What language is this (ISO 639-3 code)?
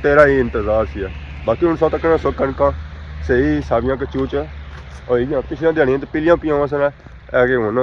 phr